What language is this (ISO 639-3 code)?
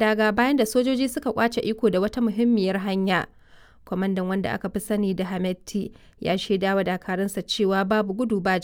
hau